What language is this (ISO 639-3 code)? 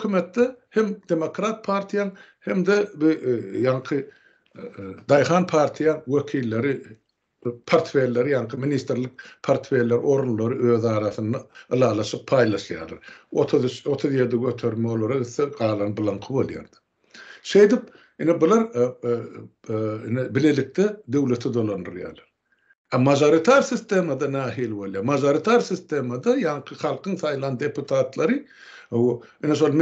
tuk